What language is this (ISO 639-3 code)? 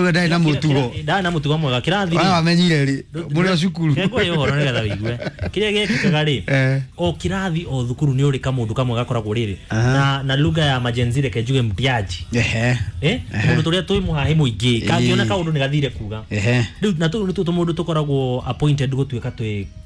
kik